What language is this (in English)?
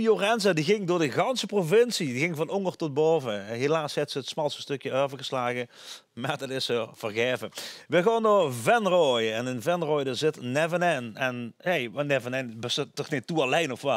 Limburgish